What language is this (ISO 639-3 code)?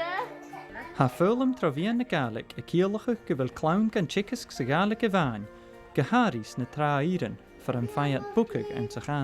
gla